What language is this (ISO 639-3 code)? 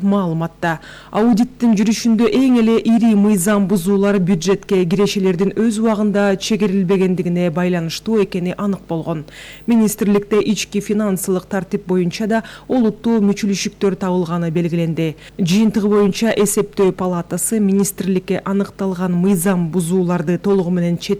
kir